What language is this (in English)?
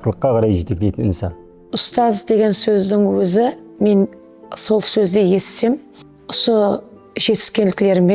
Kara-Kalpak